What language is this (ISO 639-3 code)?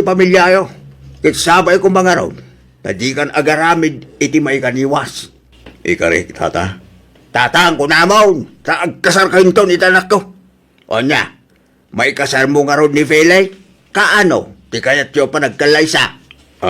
ilo